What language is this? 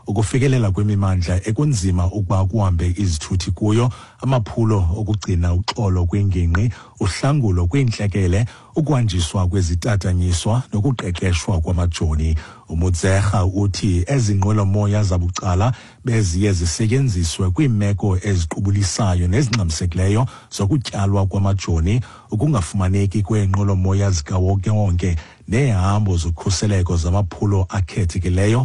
Xhosa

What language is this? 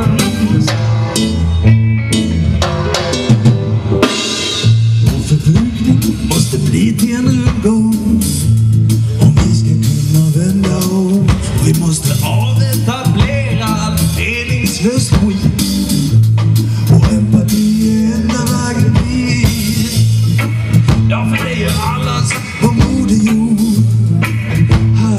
Swedish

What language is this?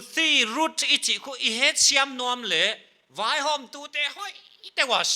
Paite Chin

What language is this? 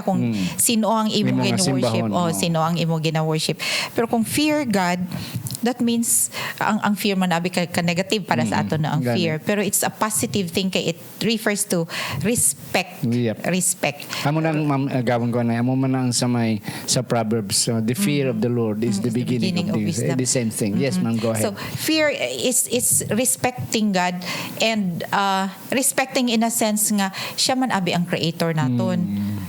Hiligaynon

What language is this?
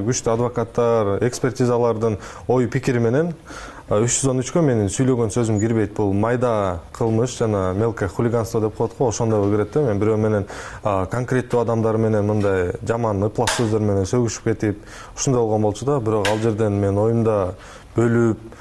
Kyrgyz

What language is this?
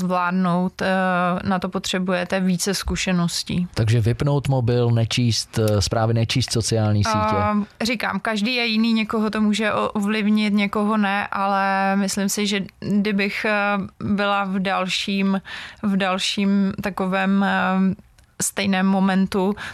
Czech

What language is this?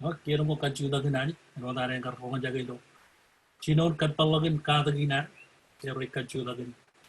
Marshallese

